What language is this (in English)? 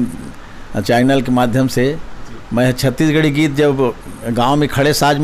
Chhattisgarhi